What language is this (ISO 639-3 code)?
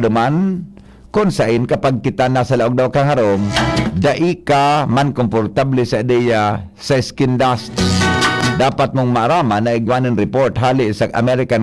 bik